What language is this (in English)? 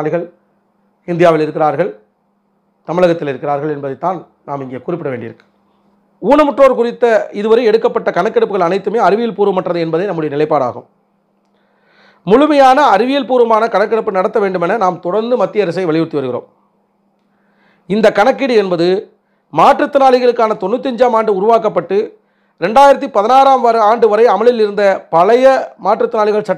Tamil